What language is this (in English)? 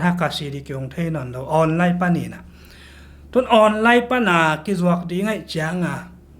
Tedim Chin